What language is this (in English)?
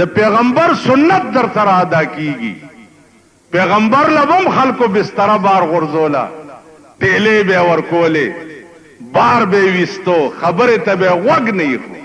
Pashto